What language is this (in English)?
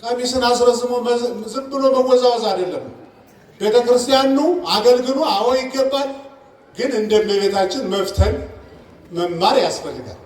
Amharic